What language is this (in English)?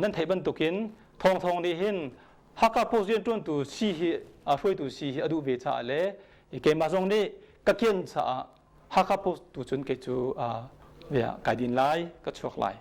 Hakha Chin